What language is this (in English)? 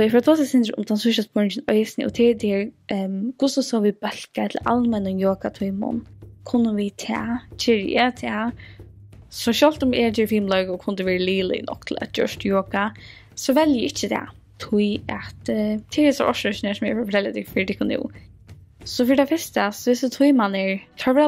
Faroese